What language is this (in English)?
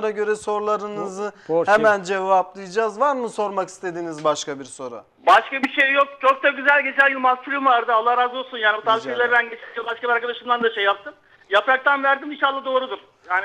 Turkish